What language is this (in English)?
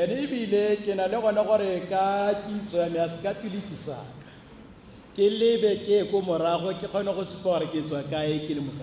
Tswana